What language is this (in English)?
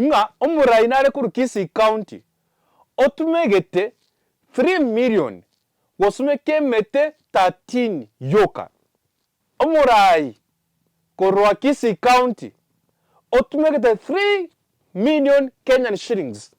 Gusii